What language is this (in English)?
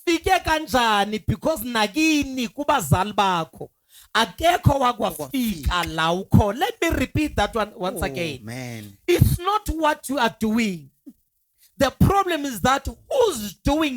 Zulu